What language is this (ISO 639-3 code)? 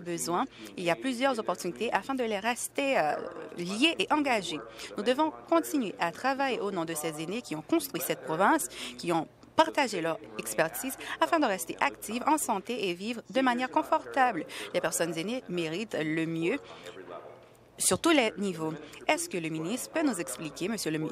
fra